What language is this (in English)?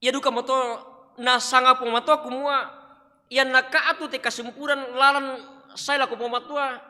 Toraja-Sa'dan